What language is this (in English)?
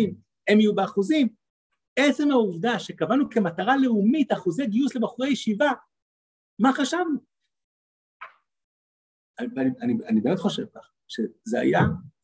Hebrew